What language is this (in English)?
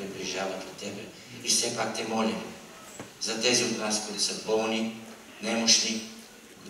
Bulgarian